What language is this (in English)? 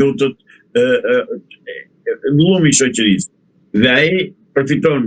Albanian